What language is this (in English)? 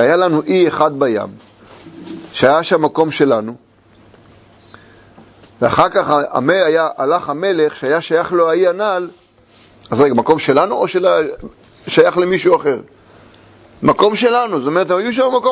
Hebrew